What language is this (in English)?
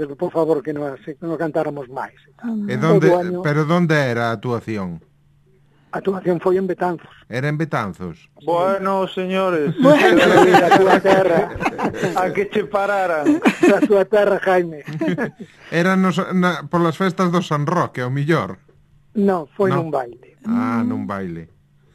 Galician